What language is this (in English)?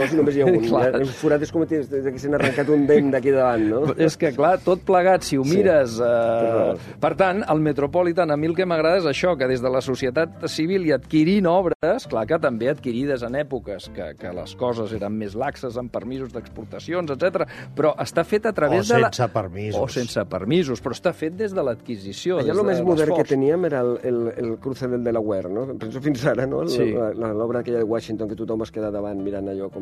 Catalan